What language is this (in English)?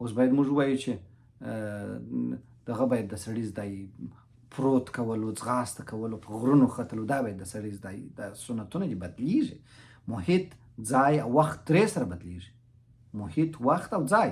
Pashto